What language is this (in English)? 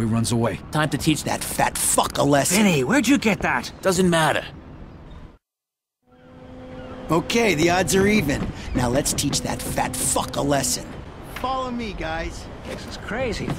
English